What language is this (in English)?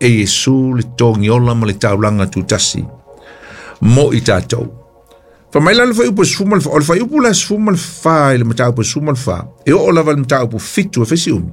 Samoan